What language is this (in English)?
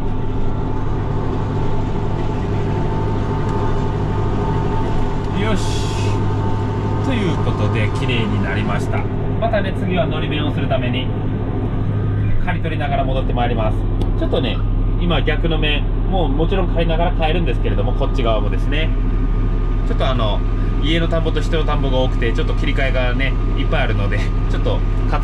Japanese